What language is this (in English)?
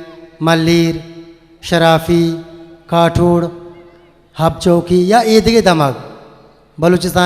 Eastern Balochi